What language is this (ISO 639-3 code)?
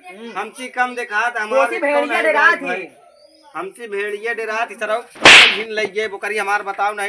awa